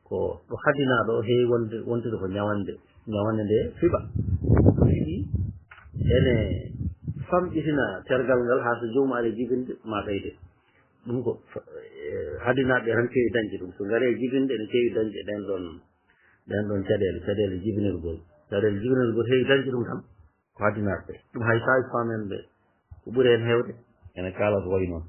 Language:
Fula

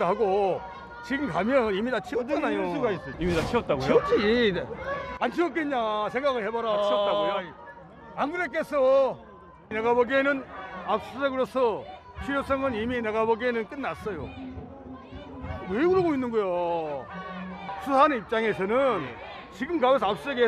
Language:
Korean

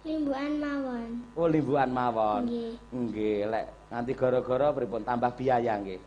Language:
Javanese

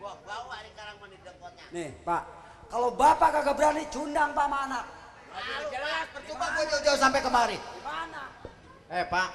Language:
Betawi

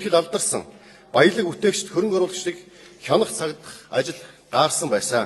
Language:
Mongolian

